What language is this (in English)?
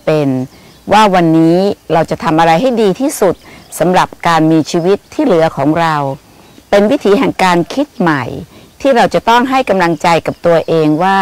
Thai